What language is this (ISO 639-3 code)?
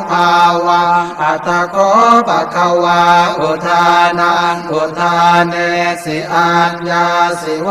pli